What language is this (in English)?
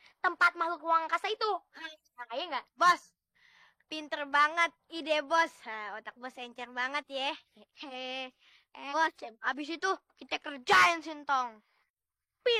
Betawi